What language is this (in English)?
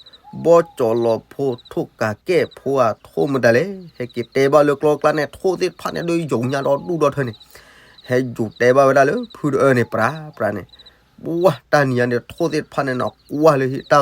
S'gaw Karen